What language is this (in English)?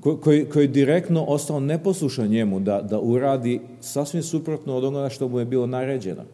Serbian